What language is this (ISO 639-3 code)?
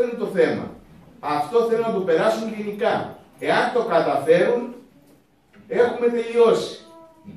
ell